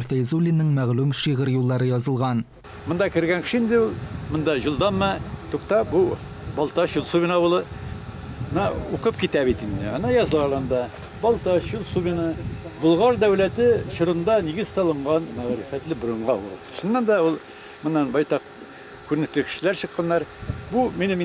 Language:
Tatar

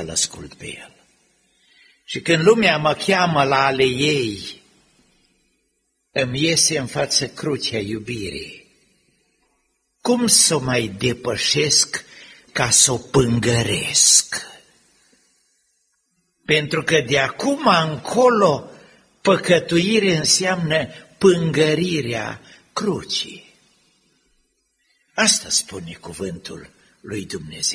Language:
Romanian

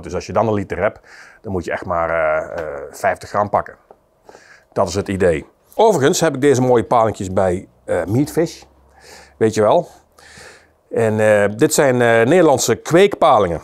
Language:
Dutch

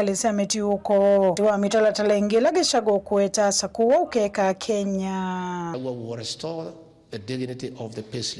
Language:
Kamba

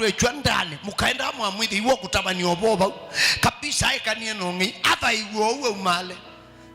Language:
Kamba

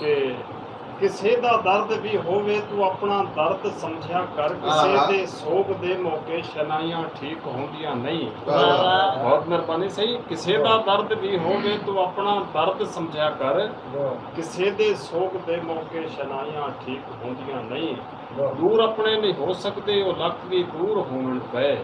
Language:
Saraiki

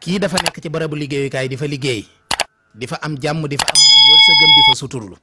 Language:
Wolof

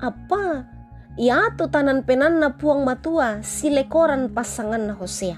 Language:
Toraja-Sa'dan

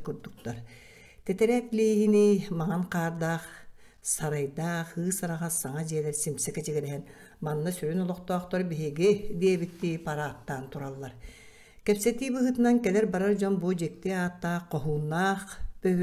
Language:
Yakut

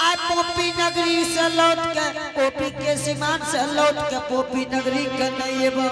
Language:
Angika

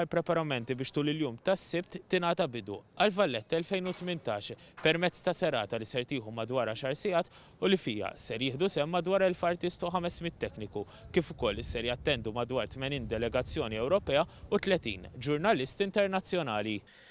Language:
Maltese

